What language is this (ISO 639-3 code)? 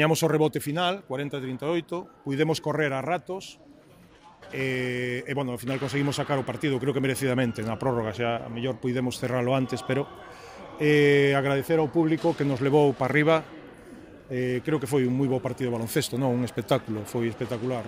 glg